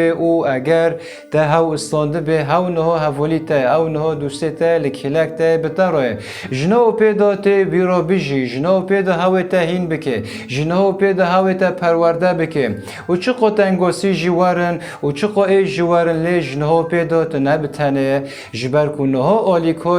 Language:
Kurdish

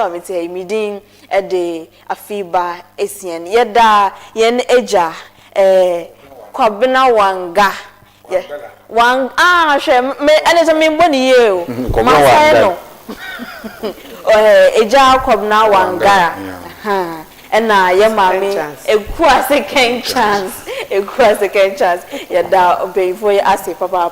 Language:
Akan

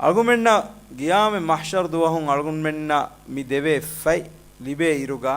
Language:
Divehi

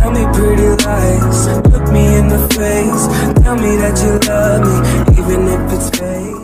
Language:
Betawi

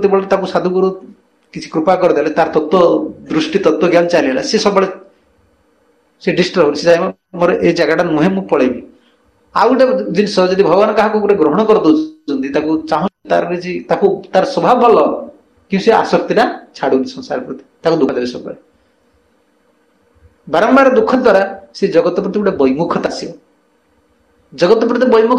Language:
Odia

